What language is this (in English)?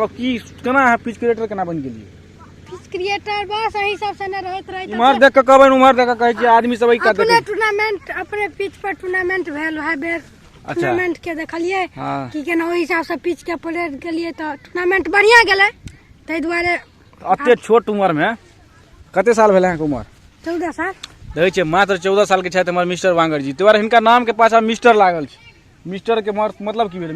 Maithili